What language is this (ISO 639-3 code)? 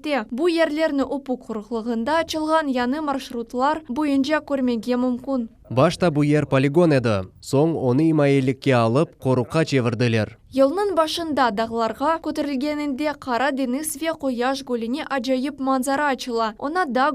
crh